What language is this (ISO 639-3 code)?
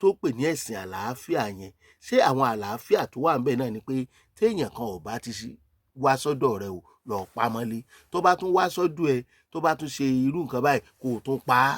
yor